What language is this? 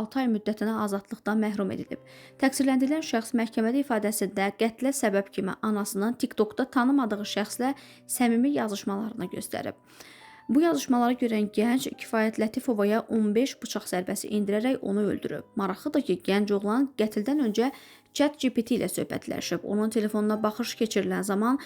Azerbaijani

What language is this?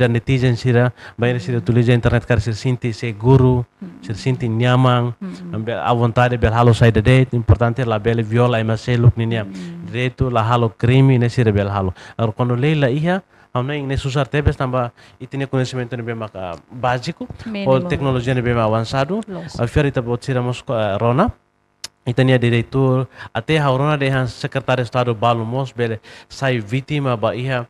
Tetum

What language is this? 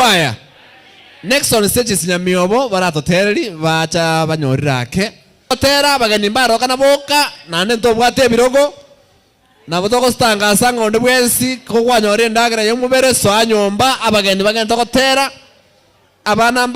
Gusii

